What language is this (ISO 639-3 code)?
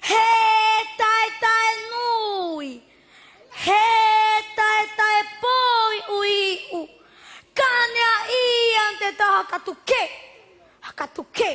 mqm